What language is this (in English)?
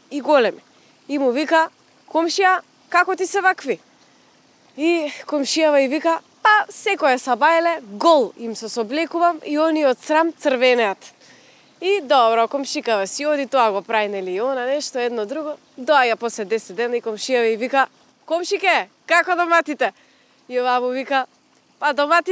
Macedonian